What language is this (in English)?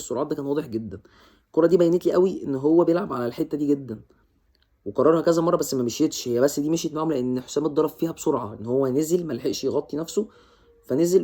Egyptian Arabic